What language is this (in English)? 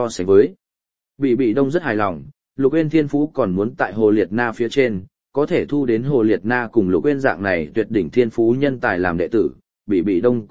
Vietnamese